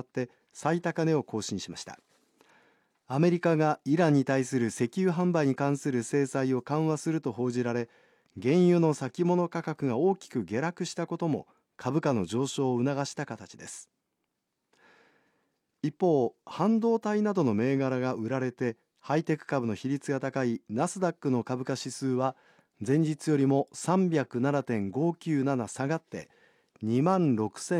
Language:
Japanese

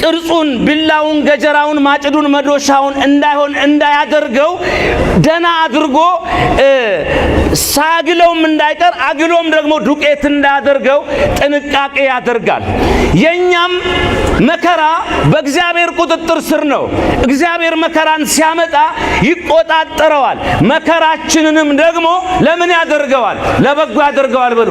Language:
Amharic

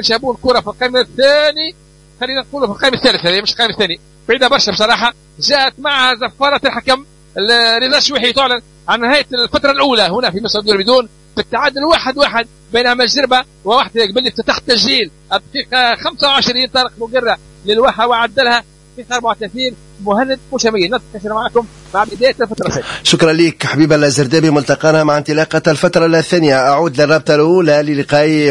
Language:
Tunisian Arabic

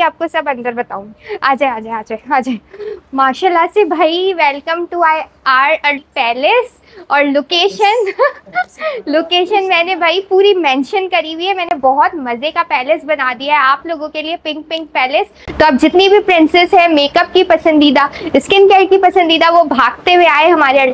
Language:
Hindi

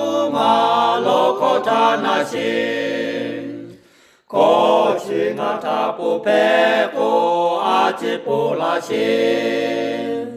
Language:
Lahu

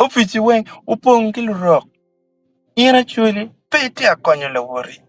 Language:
Acoli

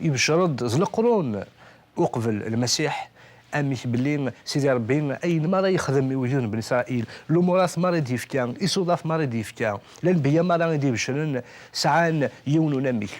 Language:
Kabyle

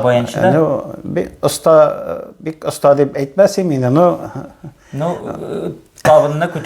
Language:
Tatar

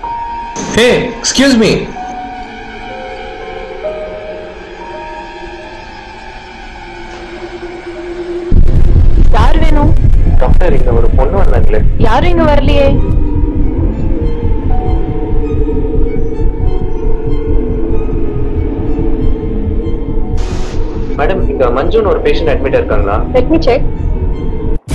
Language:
Tamil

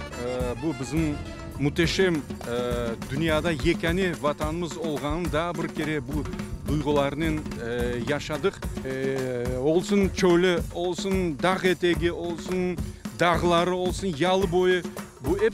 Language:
Crimean Tatar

